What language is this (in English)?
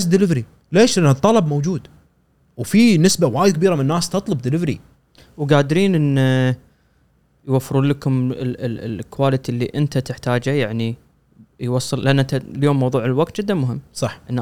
Gulf Arabic